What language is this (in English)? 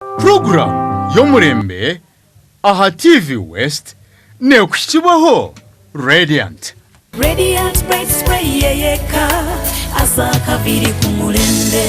Nyankole